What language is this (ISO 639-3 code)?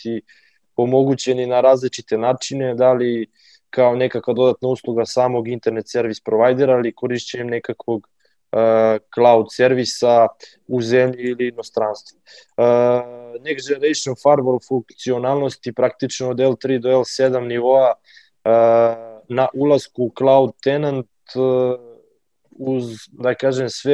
srp